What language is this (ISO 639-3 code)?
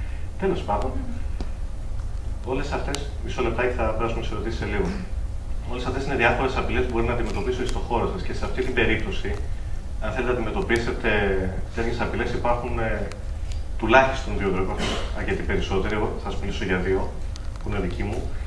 ell